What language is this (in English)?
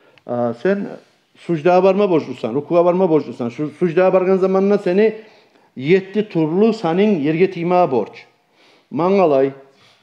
Kumyk